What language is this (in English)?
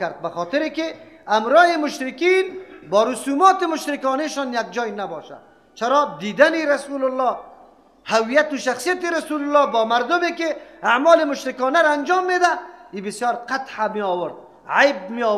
Persian